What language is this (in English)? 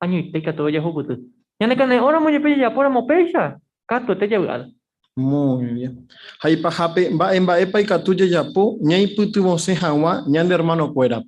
Guarani